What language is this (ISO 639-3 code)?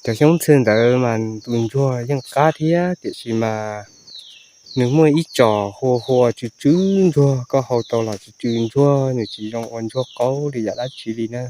hmn